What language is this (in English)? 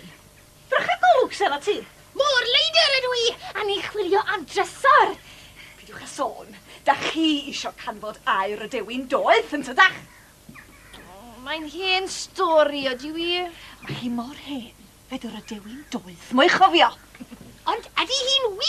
Welsh